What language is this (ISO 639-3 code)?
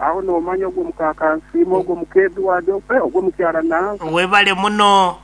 nyo